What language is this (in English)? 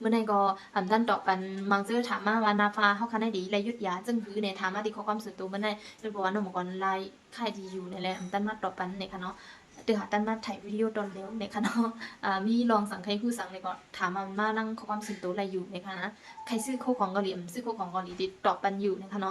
Shan